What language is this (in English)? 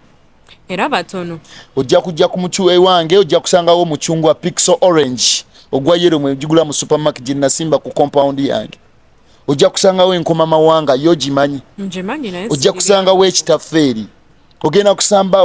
Ganda